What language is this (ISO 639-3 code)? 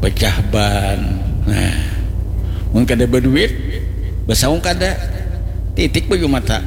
bjn